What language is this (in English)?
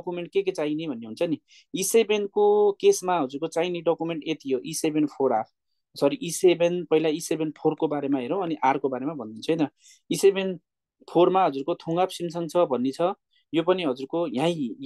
Nepali